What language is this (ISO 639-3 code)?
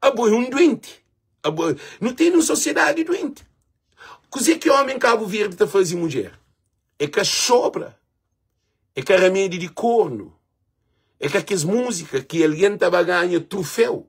kea